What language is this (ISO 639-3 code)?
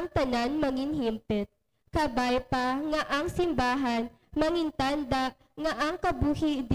hil